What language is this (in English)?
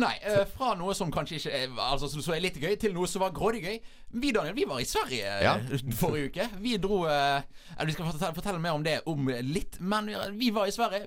Norwegian